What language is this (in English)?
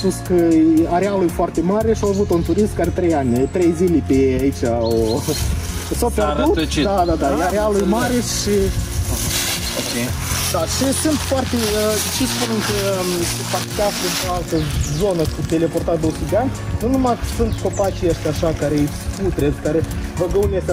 Romanian